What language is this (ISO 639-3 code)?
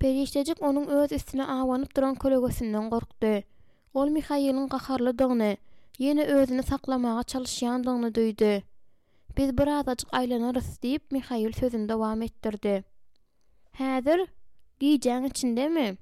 tuk